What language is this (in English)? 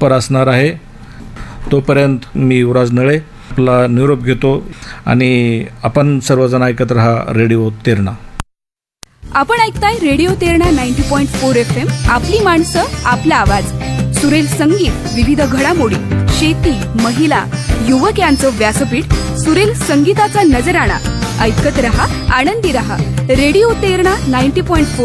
Marathi